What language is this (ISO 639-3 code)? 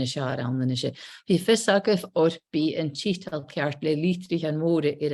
gla